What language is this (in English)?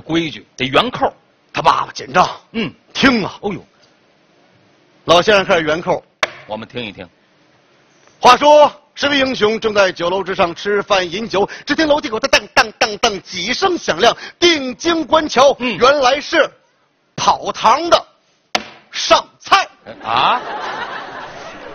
Chinese